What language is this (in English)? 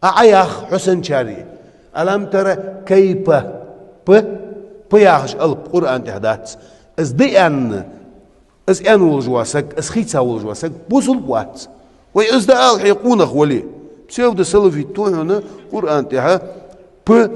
Ingush